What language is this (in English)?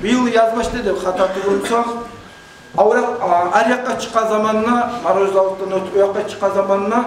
Kumyk